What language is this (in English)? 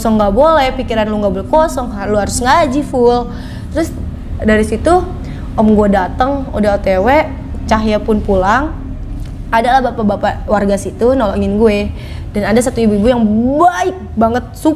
Indonesian